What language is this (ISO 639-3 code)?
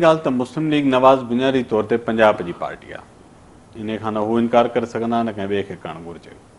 snd